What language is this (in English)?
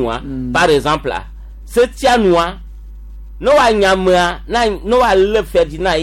Gen